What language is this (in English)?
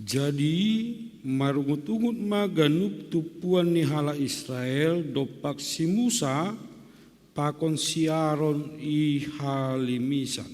Batak Simalungun